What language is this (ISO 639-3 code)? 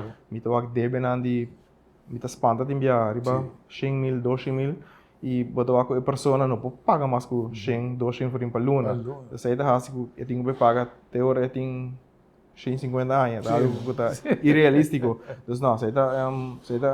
pap